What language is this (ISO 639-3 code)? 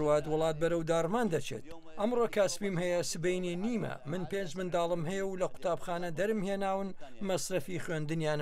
ckb